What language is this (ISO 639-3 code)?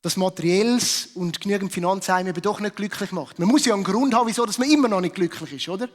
gsw